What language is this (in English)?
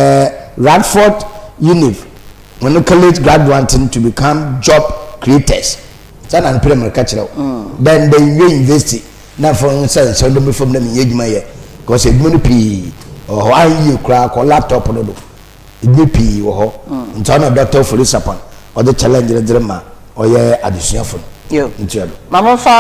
Akan